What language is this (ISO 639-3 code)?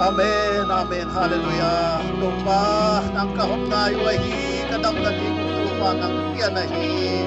pck